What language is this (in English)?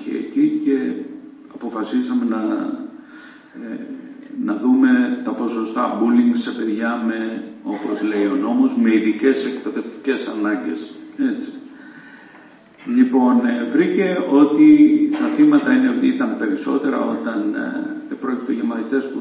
Greek